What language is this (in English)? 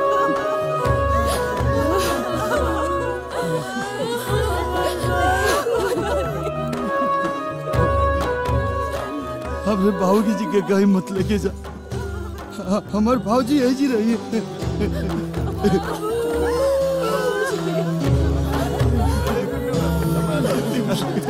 Bhojpuri